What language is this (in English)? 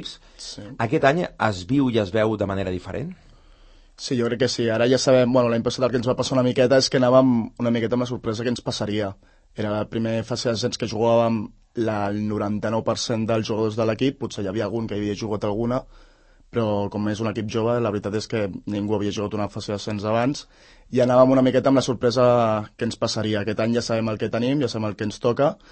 Catalan